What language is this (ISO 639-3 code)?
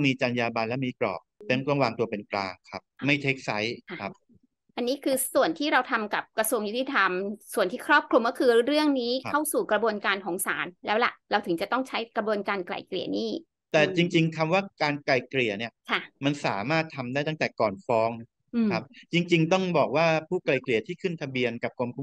tha